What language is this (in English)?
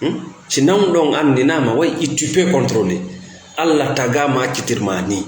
Fula